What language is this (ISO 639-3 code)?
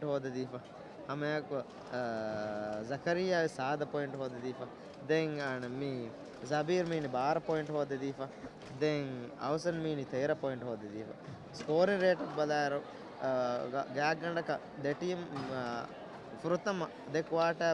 div